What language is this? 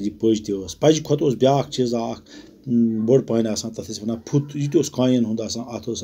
Kashmiri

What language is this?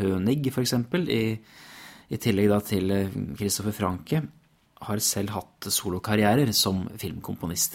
Norwegian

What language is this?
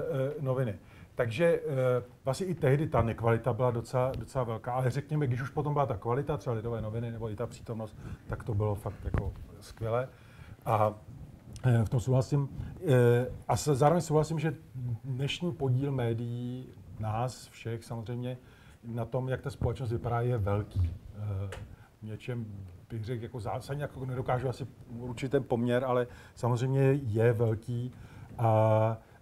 Czech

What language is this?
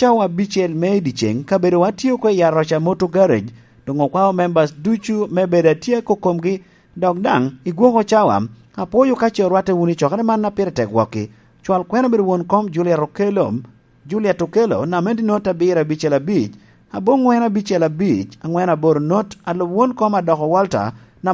Lango (Uganda)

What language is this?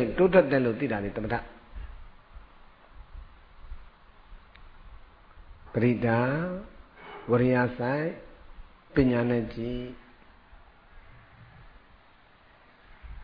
Burmese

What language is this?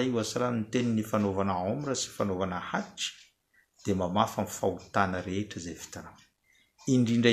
Malagasy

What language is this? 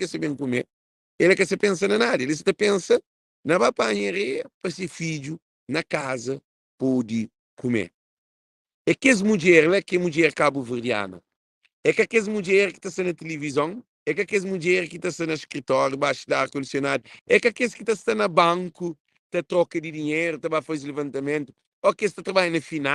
Kabuverdianu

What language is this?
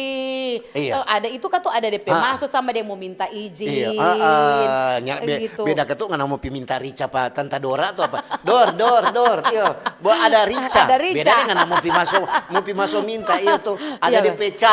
Manado Malay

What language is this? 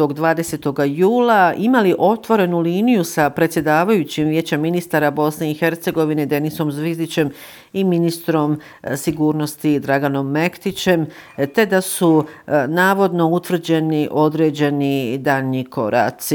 Bosnian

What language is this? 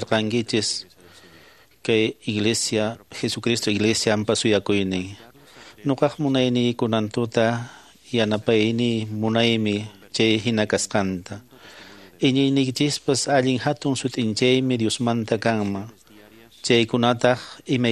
Quechua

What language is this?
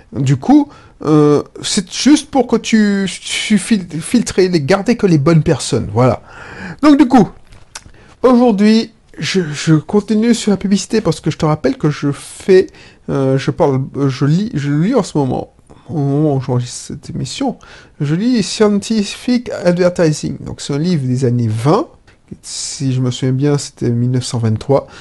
French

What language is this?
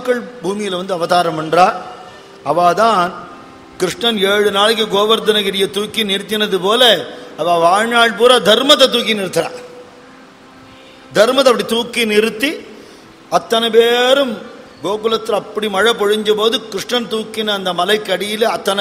Tamil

